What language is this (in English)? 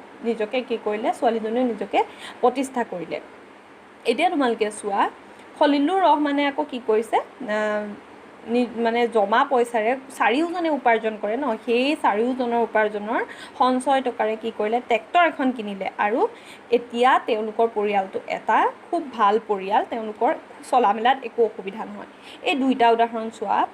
Assamese